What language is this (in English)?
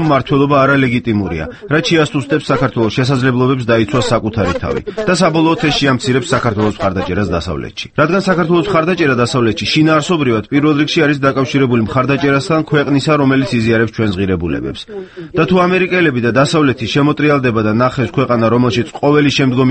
Georgian